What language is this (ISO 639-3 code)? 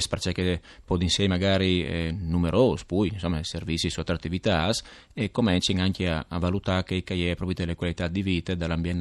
fur